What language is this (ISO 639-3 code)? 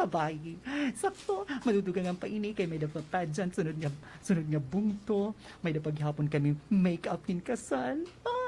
war